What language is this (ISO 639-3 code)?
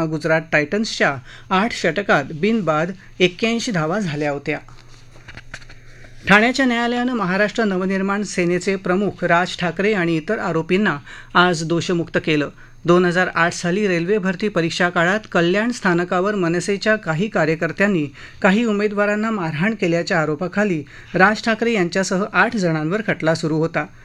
mar